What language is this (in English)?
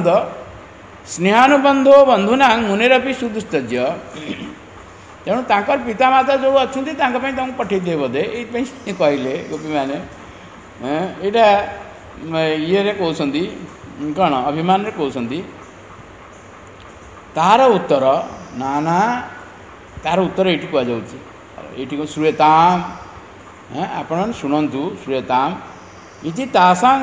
Odia